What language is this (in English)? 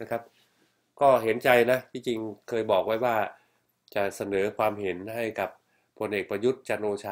Thai